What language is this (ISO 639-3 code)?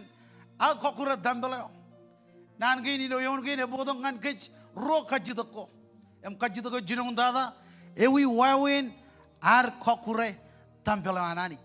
mah